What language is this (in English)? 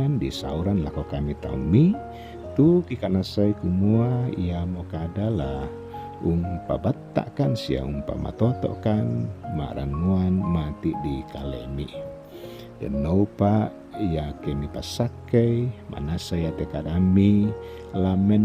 Toraja-Sa'dan